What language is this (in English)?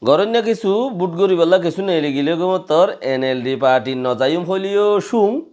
Rohingya